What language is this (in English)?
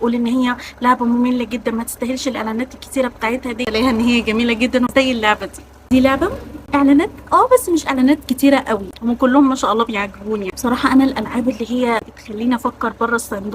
Egyptian Arabic